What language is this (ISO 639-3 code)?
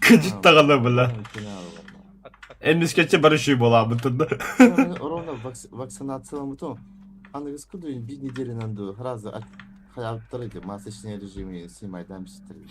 sah